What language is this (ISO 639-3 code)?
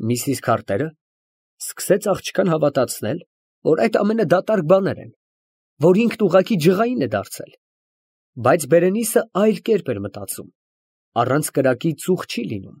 hye